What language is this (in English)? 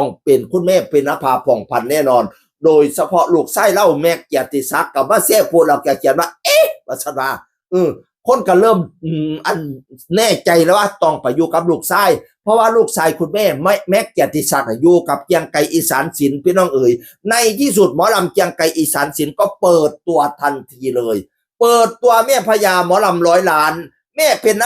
Northeastern Thai